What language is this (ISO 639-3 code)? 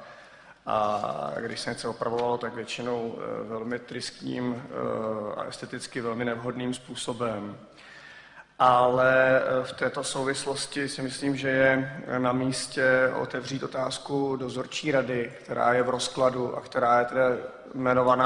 ces